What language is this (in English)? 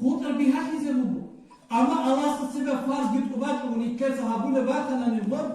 Avaric